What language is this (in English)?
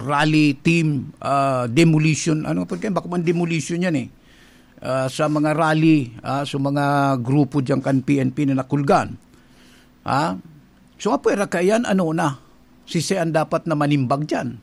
Bikol